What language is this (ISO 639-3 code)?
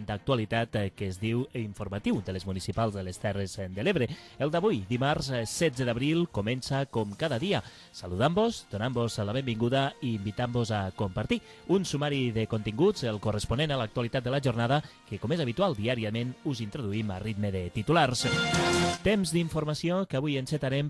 cat